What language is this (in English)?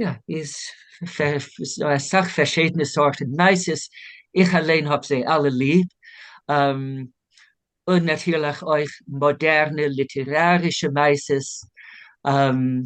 Yiddish